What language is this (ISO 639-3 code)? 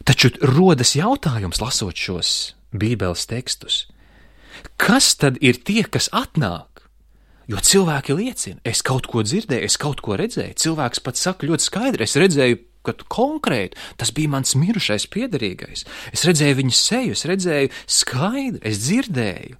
lav